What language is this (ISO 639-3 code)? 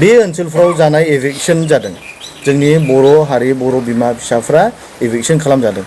brx